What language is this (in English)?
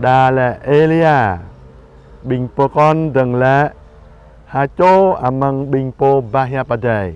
Jarai